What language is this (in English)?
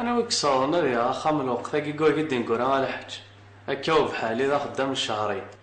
Kabyle